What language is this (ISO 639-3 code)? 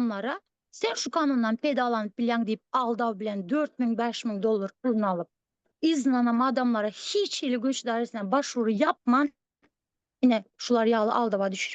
tuk